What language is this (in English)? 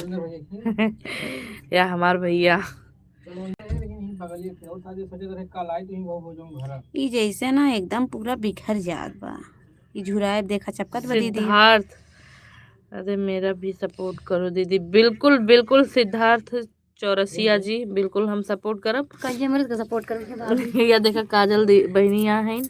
Awadhi